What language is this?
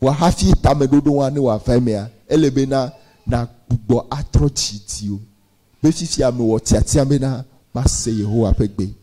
Ewe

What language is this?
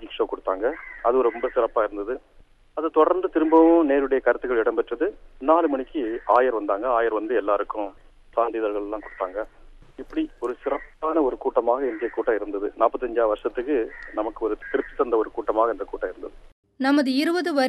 Tamil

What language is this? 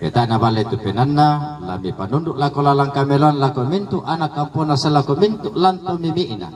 Toraja-Sa'dan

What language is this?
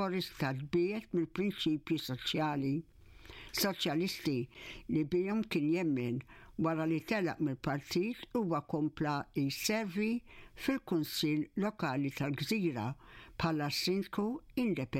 Maltese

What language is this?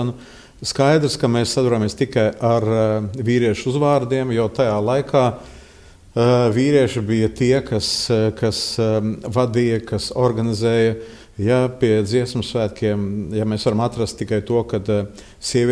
Latvian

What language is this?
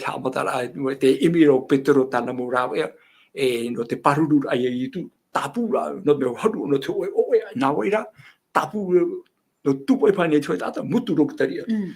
Tahitian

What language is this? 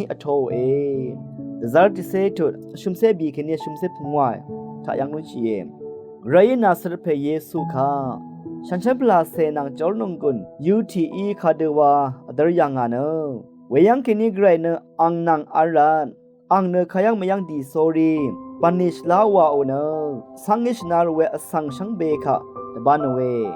Rawang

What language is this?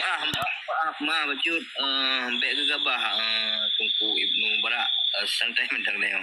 Achinese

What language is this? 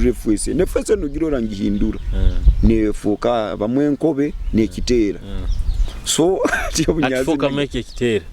Nyoro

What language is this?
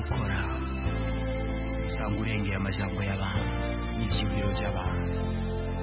Kinyarwanda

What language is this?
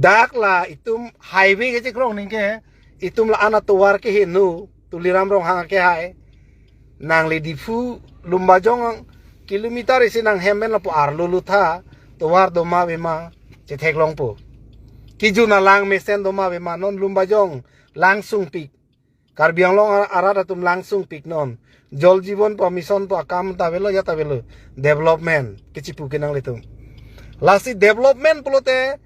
Karbi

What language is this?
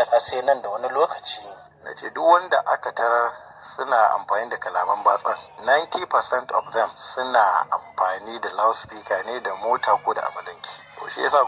Hausa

